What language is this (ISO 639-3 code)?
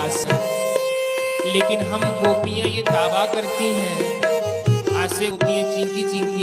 doi